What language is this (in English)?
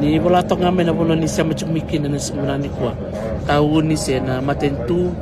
Fijian